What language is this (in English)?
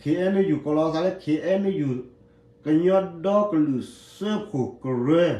S'gaw Karen